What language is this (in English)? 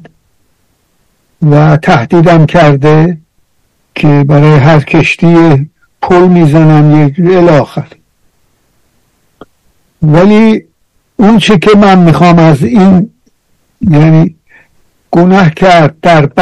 Persian